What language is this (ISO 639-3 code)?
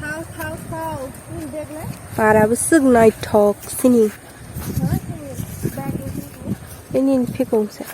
trp